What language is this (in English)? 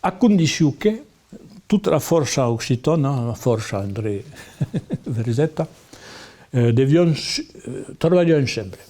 Occitan